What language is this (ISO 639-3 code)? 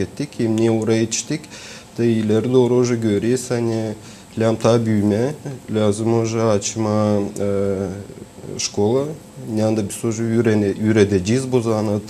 gag